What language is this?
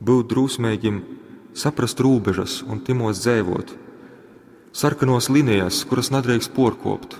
Latgalian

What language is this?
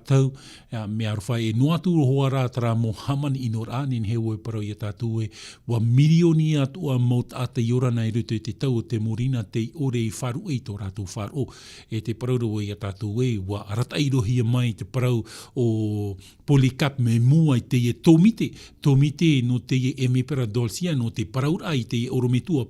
Tahitian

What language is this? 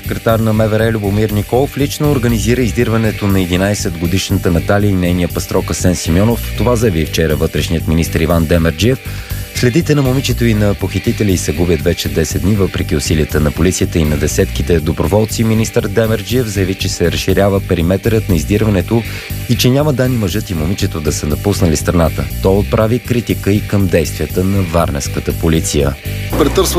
Bulgarian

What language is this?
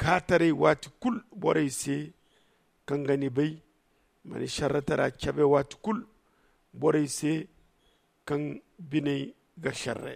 Zarma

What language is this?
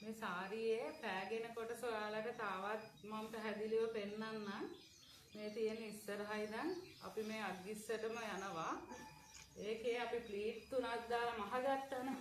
Sinhala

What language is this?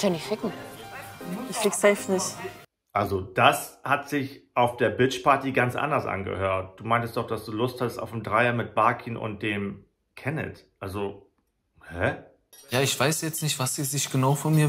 German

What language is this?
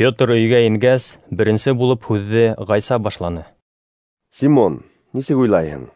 Bashkir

